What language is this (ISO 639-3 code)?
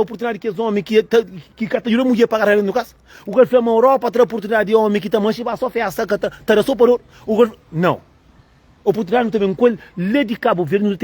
kea